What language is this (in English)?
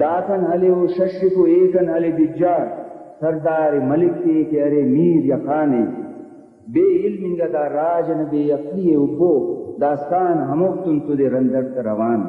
Brahui